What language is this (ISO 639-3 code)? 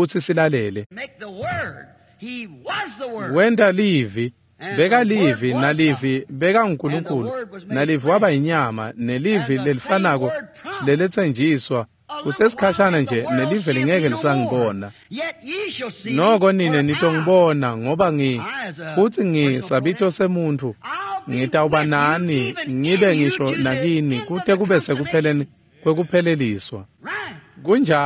ssw